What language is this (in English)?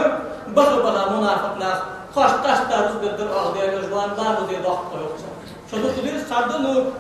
Ingush